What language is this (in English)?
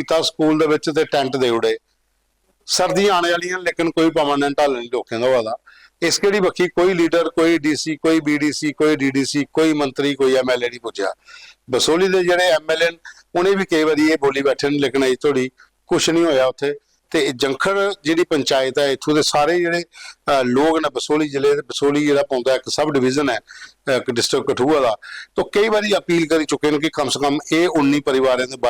Dogri